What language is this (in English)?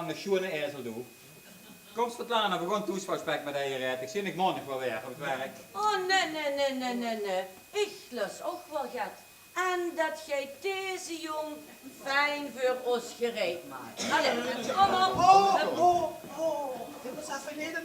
Limburgish